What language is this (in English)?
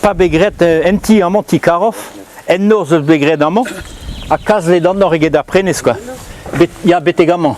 Breton